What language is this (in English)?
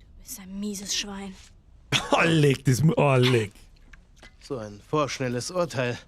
Bavarian